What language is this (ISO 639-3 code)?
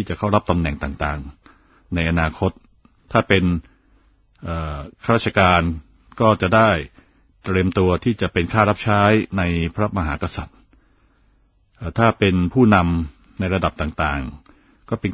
tha